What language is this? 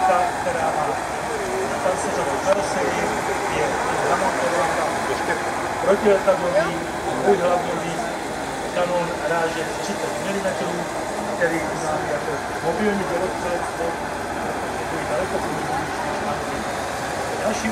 Czech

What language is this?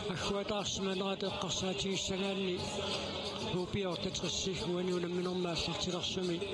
Kalaallisut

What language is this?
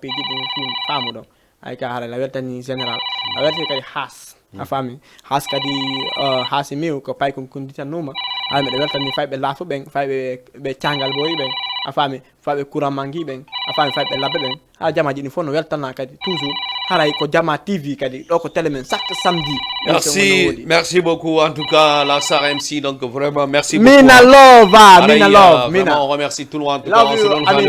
Fula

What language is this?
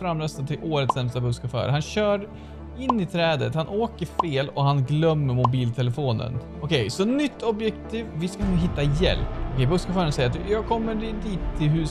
Swedish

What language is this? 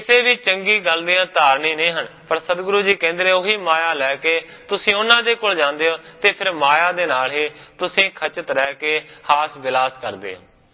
Punjabi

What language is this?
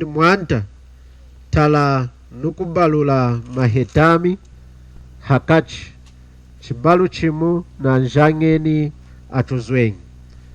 Lunda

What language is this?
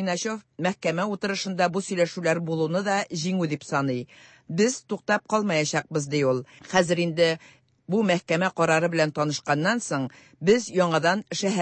Tatar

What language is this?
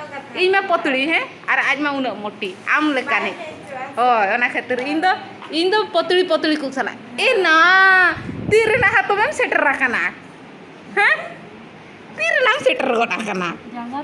Santali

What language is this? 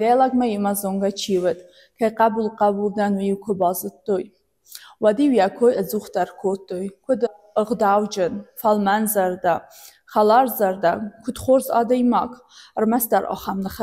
Ossetic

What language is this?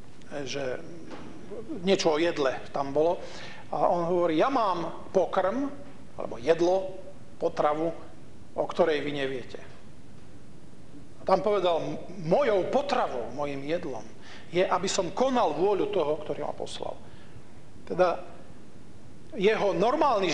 Slovak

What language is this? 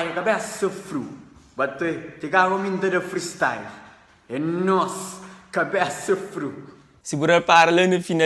Kabuverdianu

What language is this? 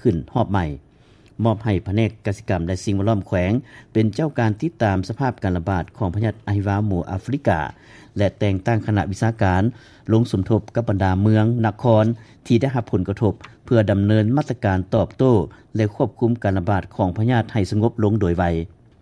Lao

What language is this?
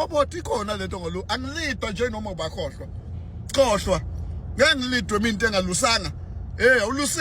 Zulu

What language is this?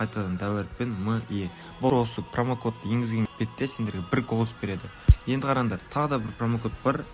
Kara-Kalpak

